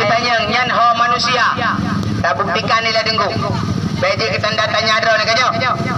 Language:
Achinese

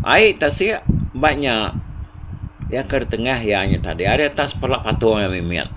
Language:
Iban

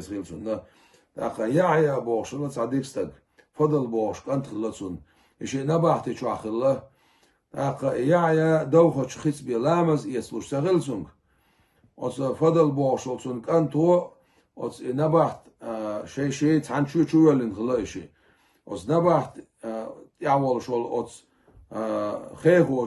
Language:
Chechen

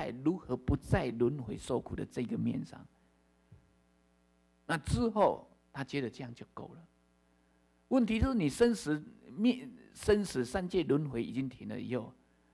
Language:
Chinese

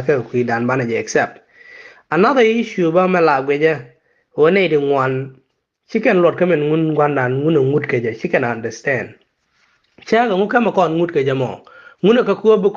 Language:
Nuer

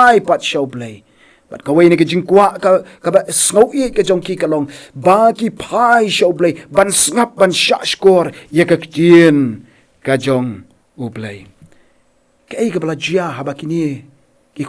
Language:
Khasi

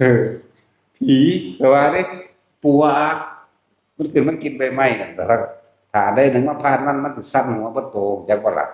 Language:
Northeastern Thai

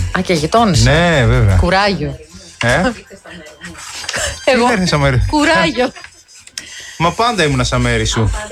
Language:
Greek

